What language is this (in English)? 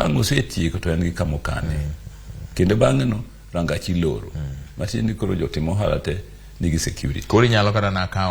Luo (Kenya and Tanzania)